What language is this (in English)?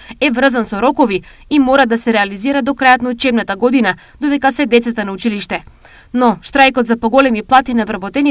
Macedonian